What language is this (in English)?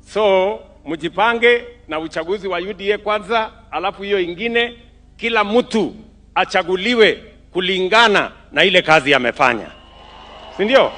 Swahili